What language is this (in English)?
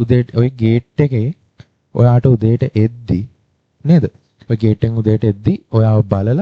Sinhala